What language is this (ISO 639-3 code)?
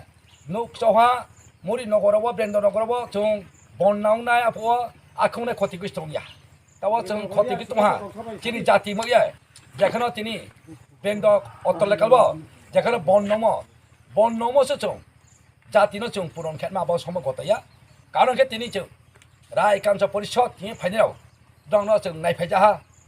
ria